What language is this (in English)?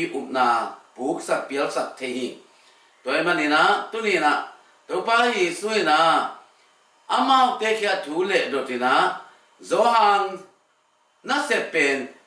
Tedim Chin